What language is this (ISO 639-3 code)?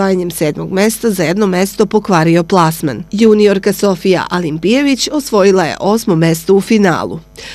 srp